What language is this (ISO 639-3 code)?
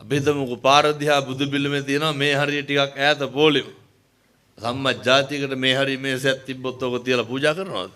sin